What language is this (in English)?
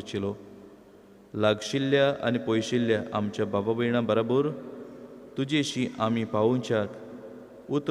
Konkani